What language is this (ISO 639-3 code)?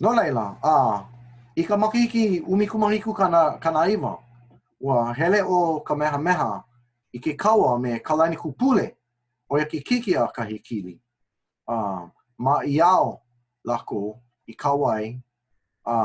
haw